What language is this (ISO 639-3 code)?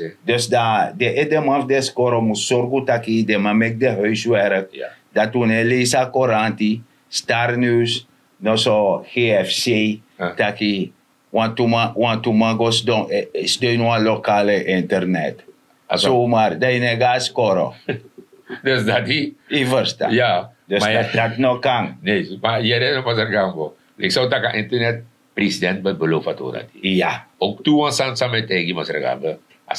srn